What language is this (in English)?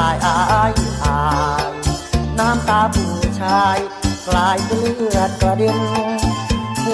Thai